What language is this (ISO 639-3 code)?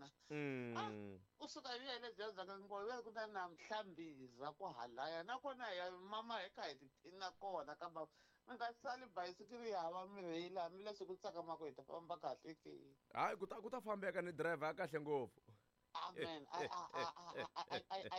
tso